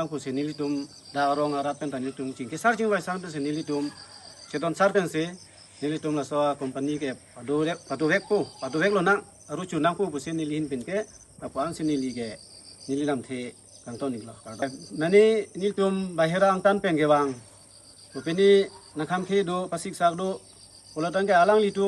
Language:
Karbi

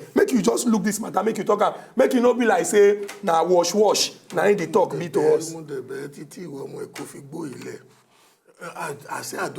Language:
Nigerian Pidgin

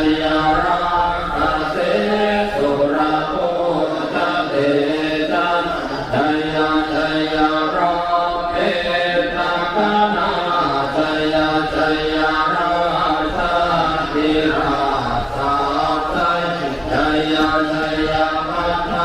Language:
Pali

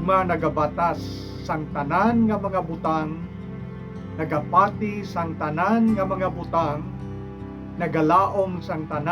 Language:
Hiligaynon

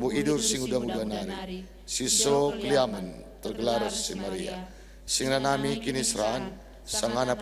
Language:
Batak Karo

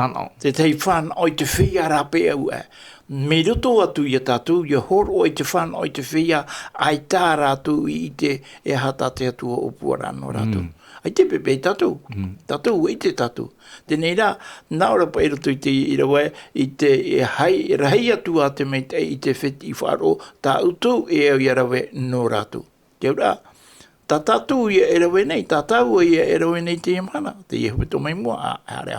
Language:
Tahitian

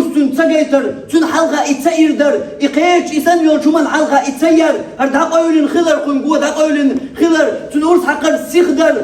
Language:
Chechen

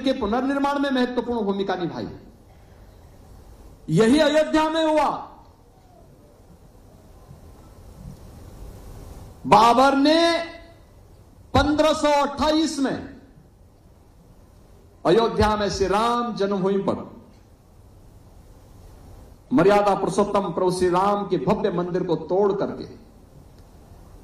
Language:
Hindi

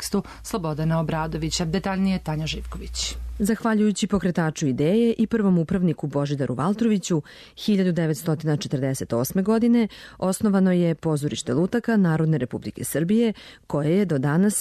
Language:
Serbian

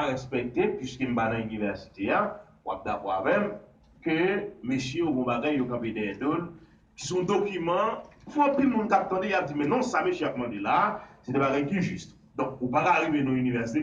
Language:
Haitian Creole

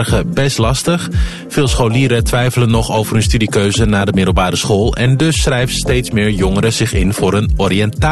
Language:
Dutch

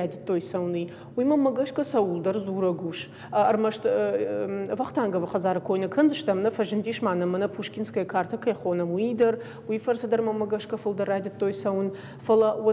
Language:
Ossetic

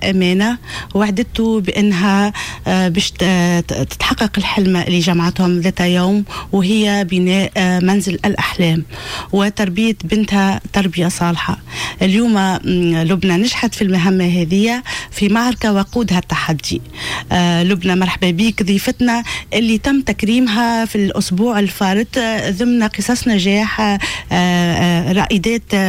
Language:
Tunisian Arabic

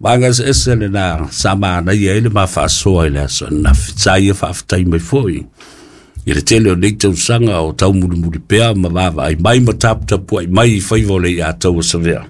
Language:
Samoan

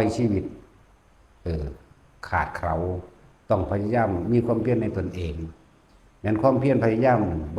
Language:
Lao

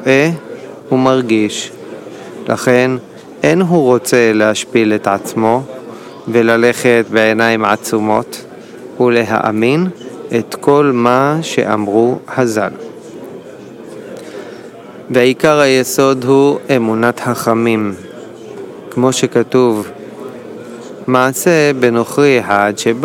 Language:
Hebrew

